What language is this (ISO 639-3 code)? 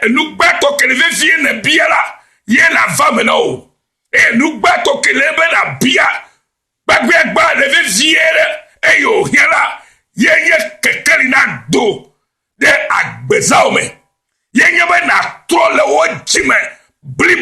ewe